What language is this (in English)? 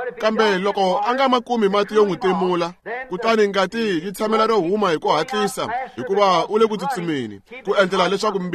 Tsonga